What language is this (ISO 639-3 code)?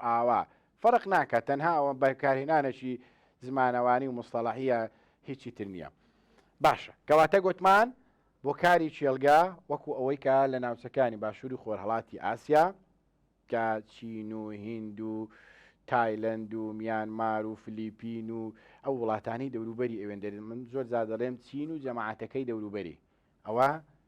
ckb